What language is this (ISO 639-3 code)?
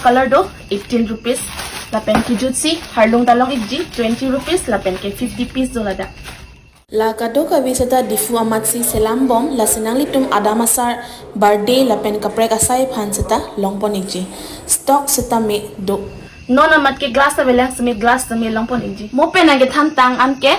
mjw